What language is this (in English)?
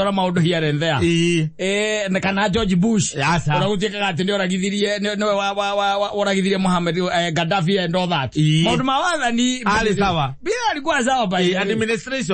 Kikuyu